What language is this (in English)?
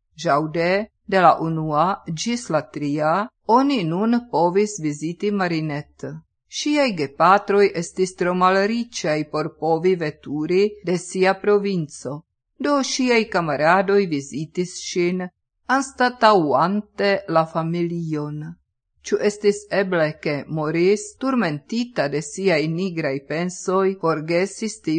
Esperanto